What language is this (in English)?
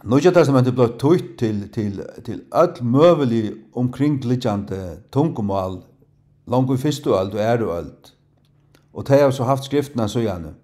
Faroese